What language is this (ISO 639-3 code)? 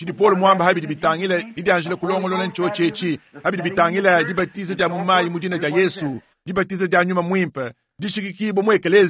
lua